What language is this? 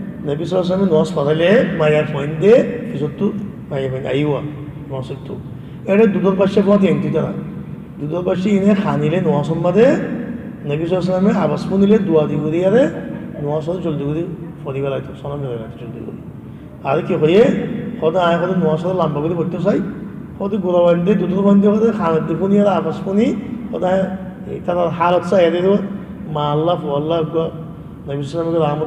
Rohingya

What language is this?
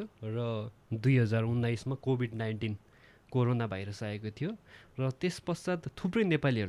Nepali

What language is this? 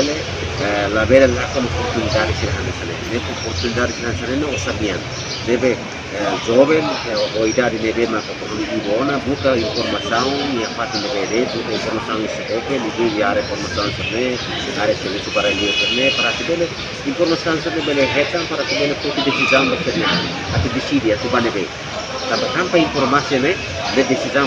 Tetum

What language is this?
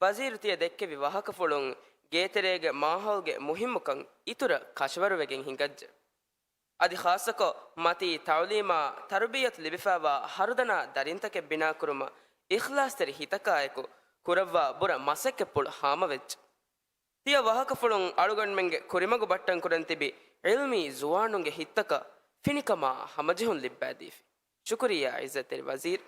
Divehi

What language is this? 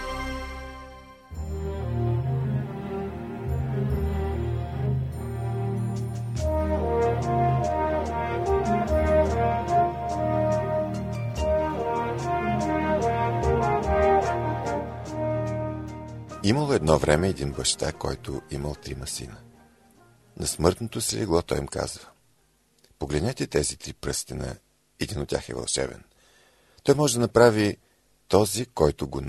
Bulgarian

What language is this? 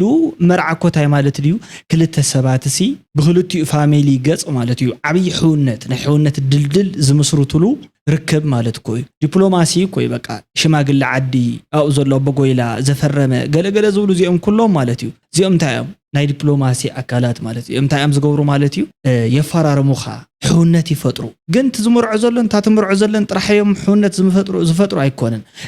Tigrinya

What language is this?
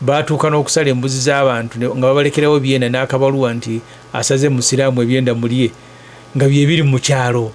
Ganda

